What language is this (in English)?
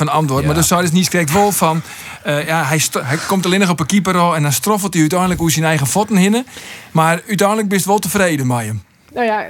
Western Frisian